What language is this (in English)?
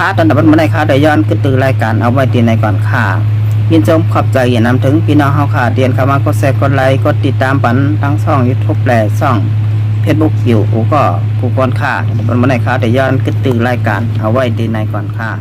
Shan